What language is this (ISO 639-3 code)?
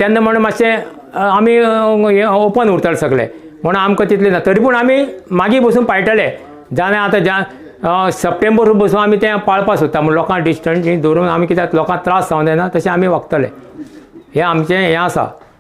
kok